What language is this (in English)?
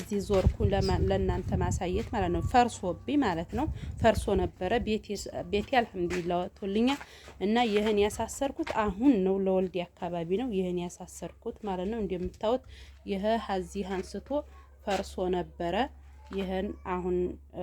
Amharic